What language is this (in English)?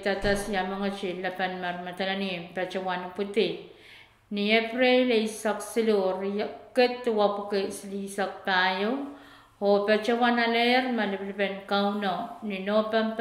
Pohnpeian